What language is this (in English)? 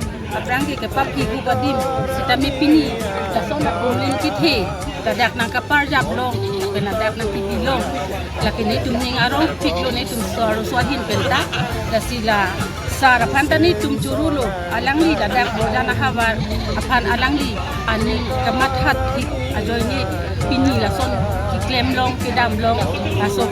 Karbi